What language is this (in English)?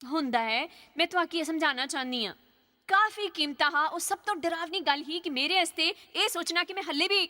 Dogri